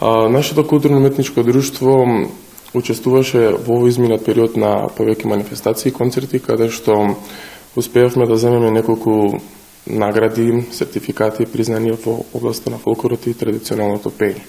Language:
Macedonian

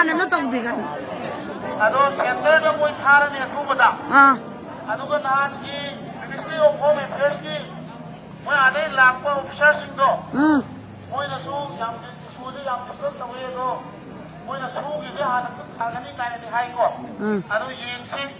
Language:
Manipuri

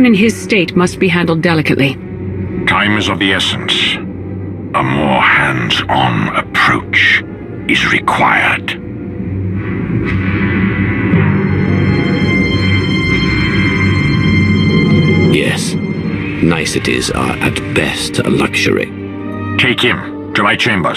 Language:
English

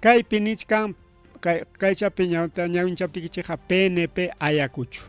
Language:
Ayacucho Quechua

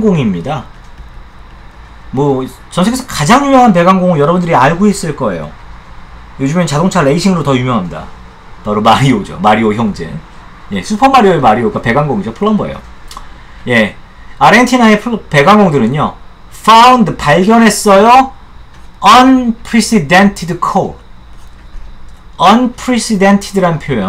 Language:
Korean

